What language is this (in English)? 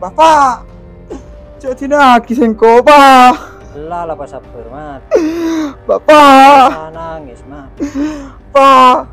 Madurese